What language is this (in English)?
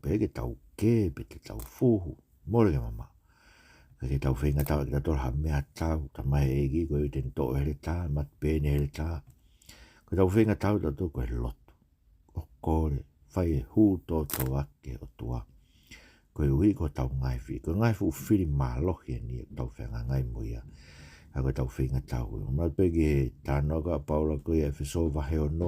Tongan